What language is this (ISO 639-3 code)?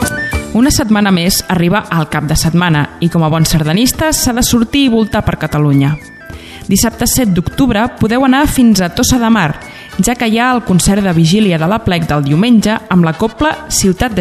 cat